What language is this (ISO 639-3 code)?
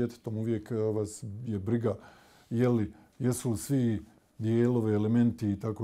bos